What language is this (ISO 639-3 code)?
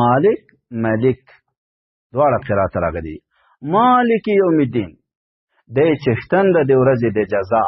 pus